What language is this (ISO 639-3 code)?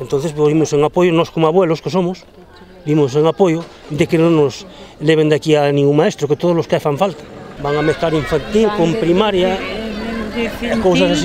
glg